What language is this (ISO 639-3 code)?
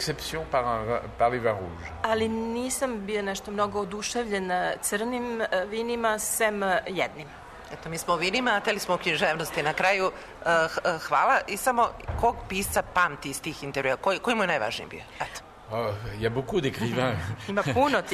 srp